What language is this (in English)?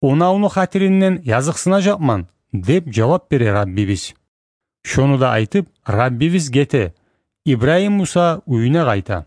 Kumyk